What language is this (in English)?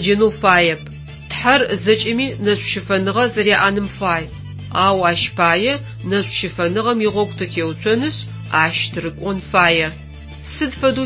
Adyghe